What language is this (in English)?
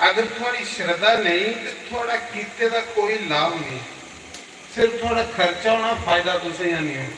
Dogri